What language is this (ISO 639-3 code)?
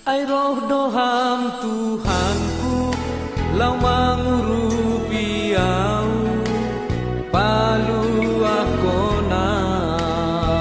bts